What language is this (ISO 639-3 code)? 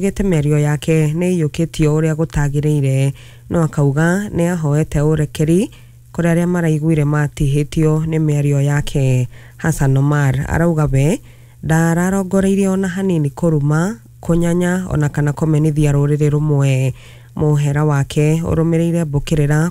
kik